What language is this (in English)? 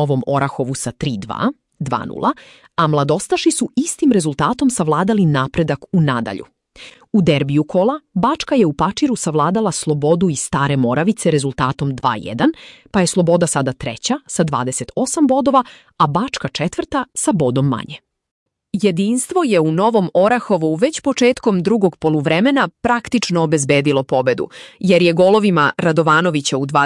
Serbian